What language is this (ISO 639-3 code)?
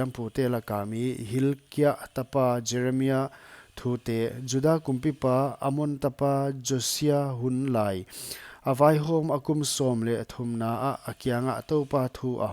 pck